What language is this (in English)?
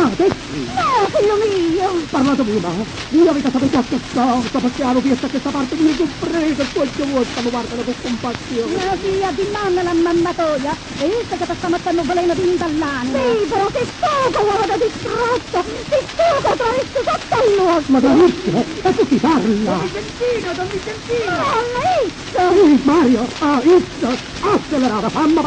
Neapolitan